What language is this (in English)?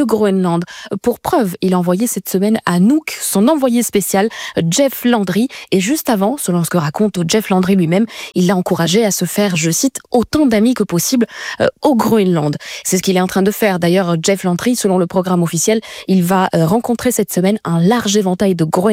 French